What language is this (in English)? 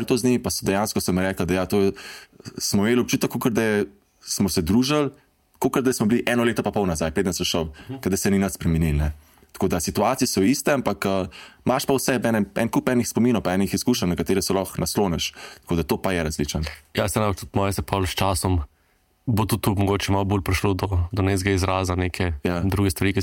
Slovenian